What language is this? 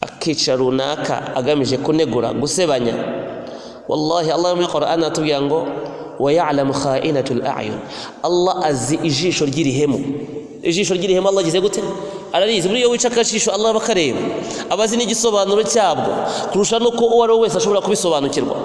Kinyarwanda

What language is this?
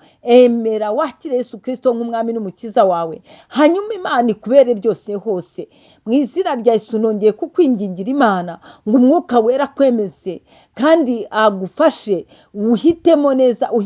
Kinyarwanda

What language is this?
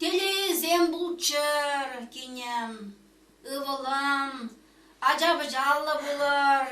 Chuvash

